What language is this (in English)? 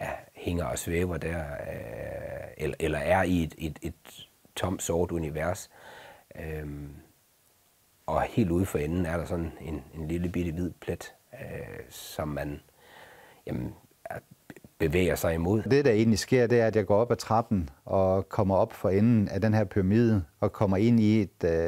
Danish